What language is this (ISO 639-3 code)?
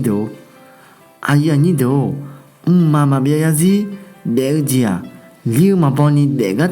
ahk